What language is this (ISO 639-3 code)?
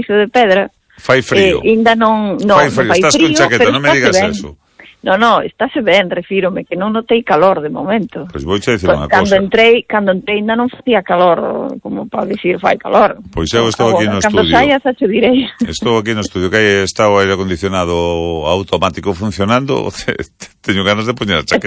glg